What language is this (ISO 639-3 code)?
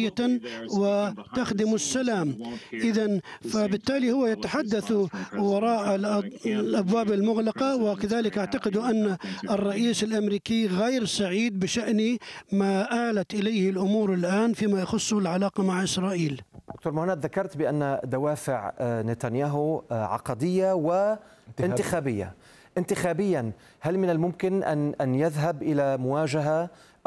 ara